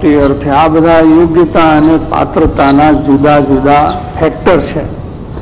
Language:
Gujarati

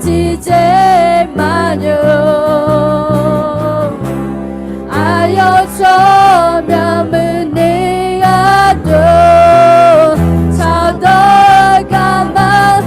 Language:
Akha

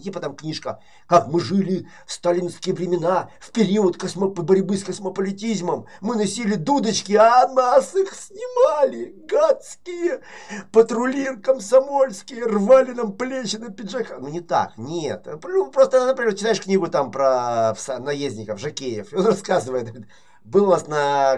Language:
Russian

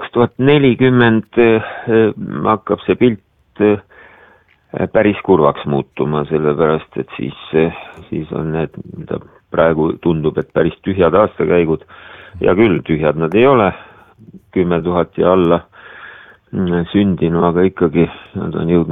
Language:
Estonian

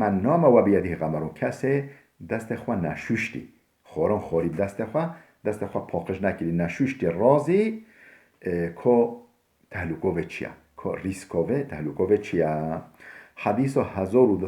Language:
Kurdish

